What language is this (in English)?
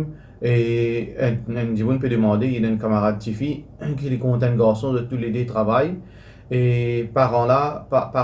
Morisyen